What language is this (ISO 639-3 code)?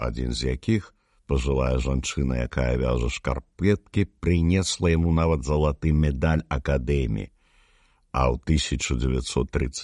bel